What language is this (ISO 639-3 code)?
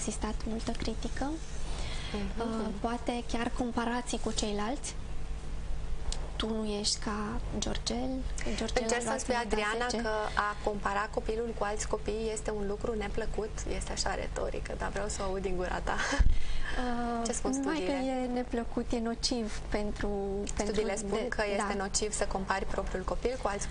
ron